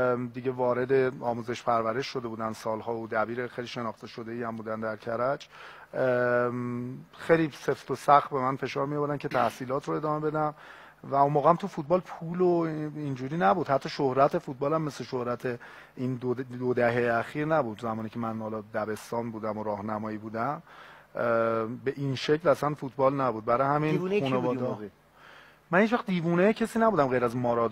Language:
Persian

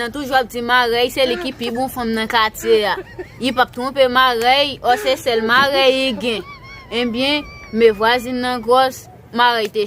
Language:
Haitian Creole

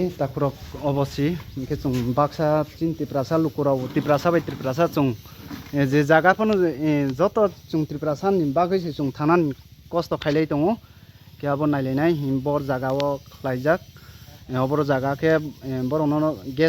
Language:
Riang (India)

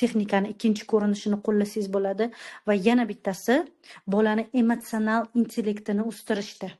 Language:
Uzbek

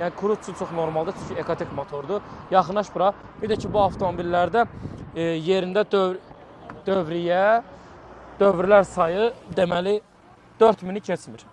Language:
Azerbaijani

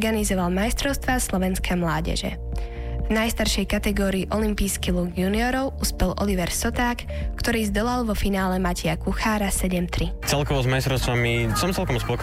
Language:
Slovak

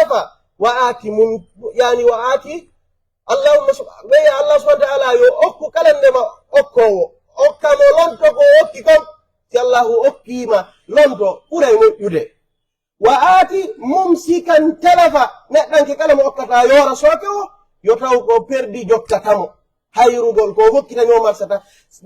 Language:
Pular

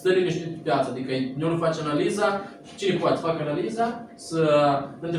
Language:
Romanian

